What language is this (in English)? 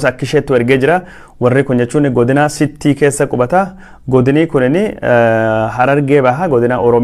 Oromo